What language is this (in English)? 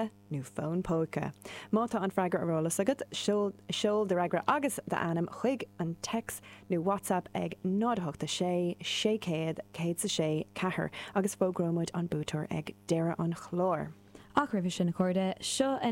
Irish